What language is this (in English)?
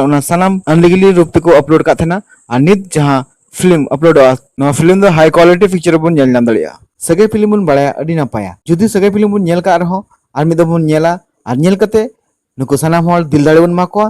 Santali